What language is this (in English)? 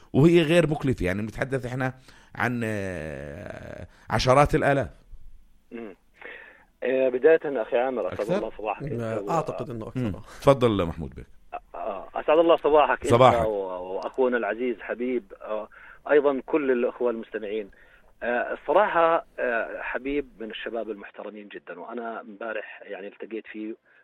North Levantine Arabic